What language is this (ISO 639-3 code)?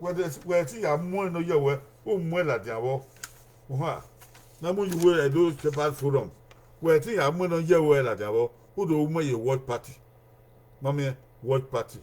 bin